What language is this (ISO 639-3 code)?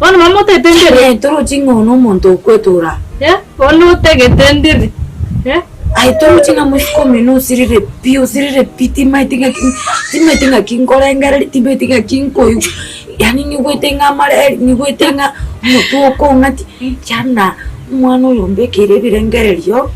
guz